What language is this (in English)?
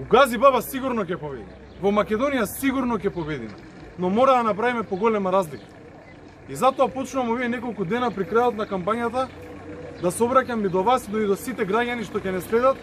Macedonian